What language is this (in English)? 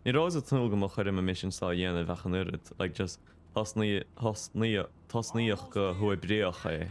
Irish